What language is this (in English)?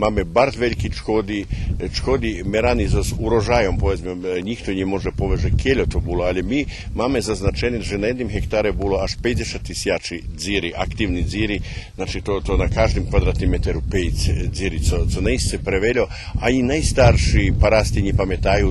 Rusyn